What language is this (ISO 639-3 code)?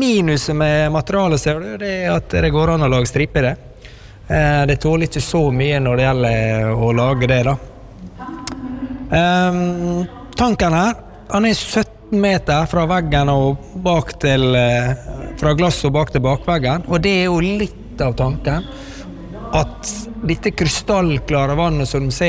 nor